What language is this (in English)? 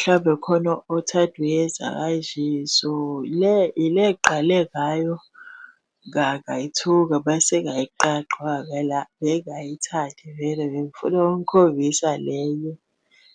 Zulu